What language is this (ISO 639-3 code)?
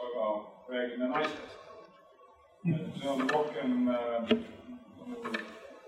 est